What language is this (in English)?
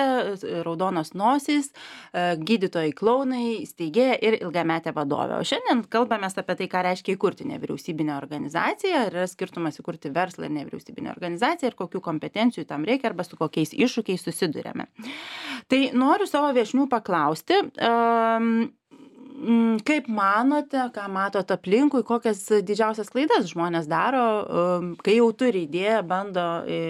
Lithuanian